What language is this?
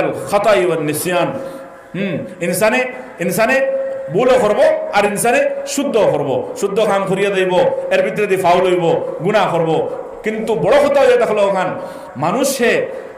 Sylheti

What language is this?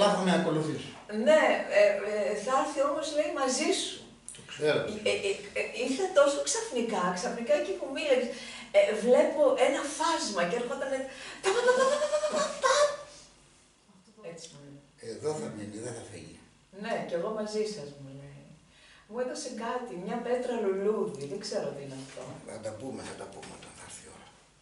Greek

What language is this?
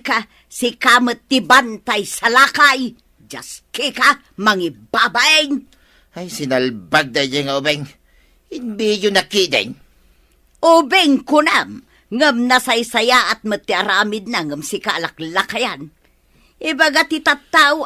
Iloko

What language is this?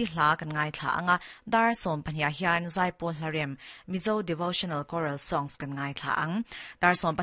Mizo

